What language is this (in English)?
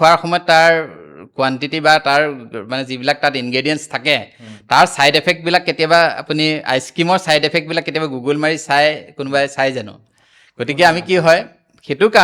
Assamese